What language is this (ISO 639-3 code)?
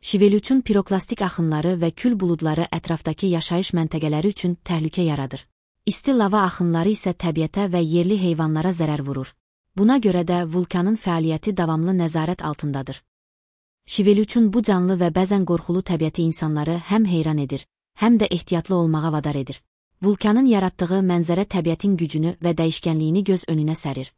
aze